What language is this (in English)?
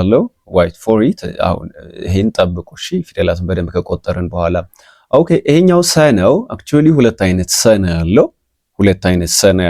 Amharic